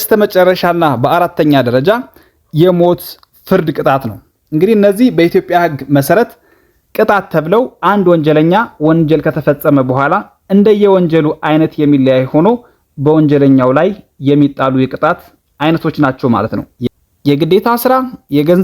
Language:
Amharic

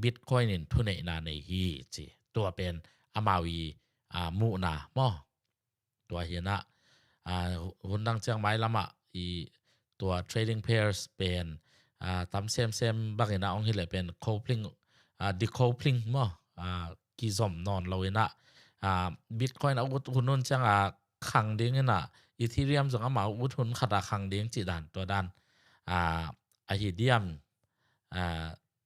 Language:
Tedim Chin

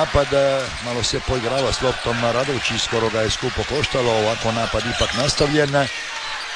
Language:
Croatian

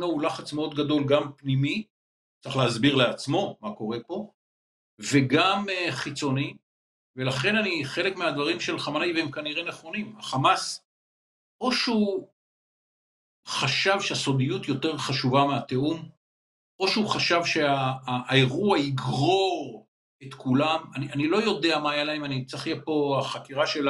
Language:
Hebrew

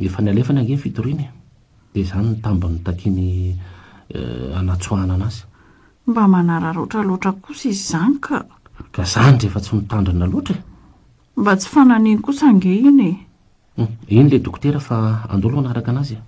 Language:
Malagasy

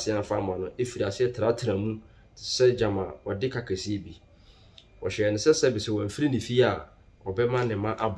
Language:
Akan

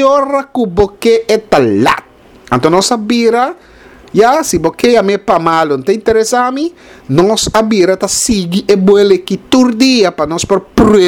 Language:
Papiamento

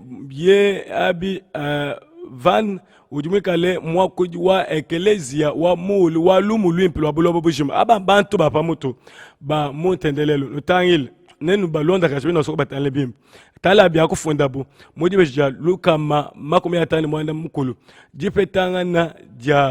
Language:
Luba-Lulua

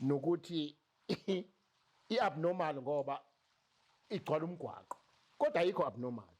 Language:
Zulu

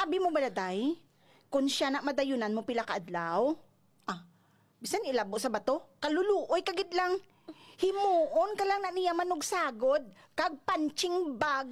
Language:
Hiligaynon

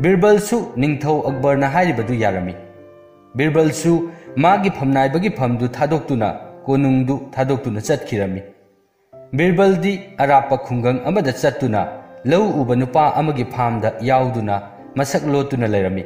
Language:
Manipuri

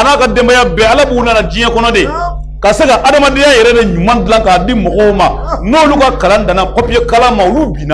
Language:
Bambara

